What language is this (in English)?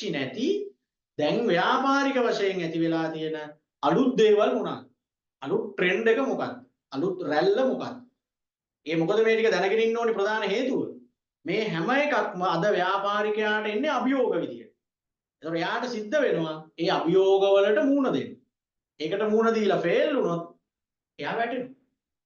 Sinhala